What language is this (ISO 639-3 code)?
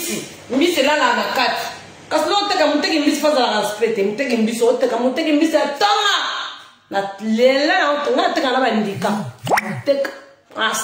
lin